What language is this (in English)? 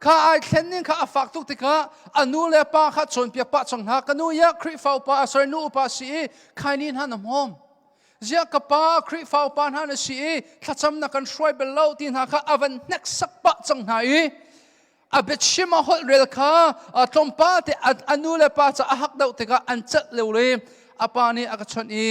Hakha Chin